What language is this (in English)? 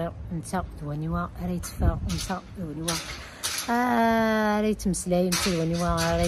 Kabyle